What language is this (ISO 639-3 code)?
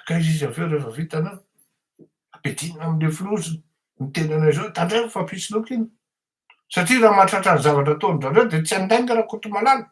mlg